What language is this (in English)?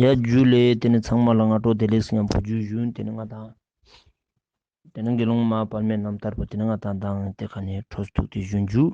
Ladakhi